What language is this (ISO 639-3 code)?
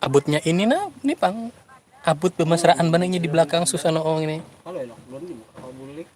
bjn